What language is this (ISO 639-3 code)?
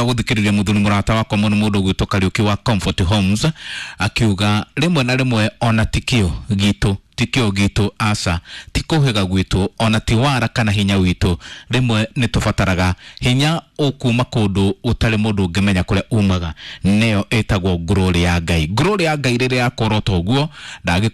kik